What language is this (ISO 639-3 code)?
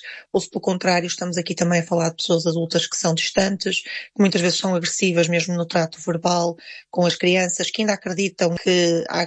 por